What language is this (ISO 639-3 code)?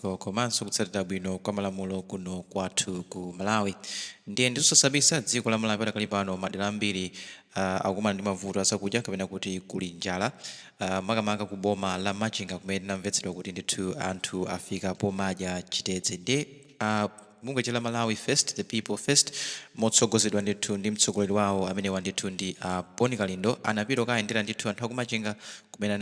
nya